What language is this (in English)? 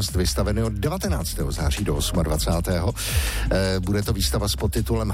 Czech